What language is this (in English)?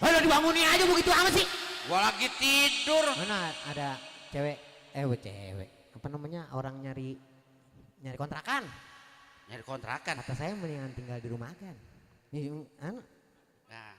Betawi